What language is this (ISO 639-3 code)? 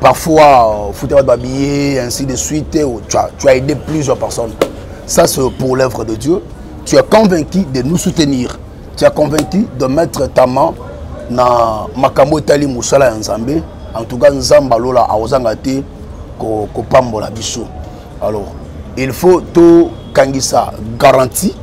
lin